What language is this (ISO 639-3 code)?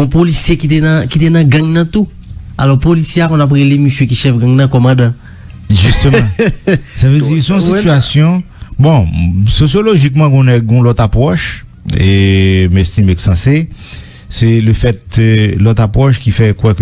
hat